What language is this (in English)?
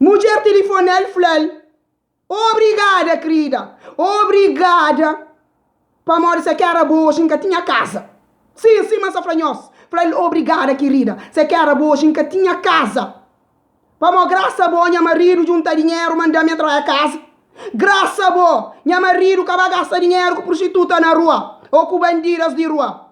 Kabuverdianu